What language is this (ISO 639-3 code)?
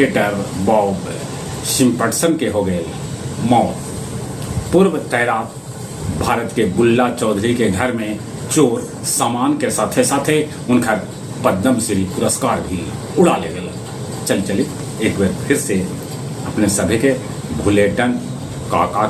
mag